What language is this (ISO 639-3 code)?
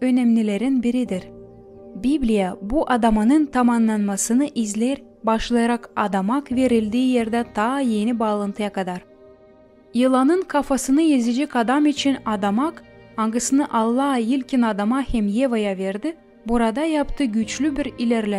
gag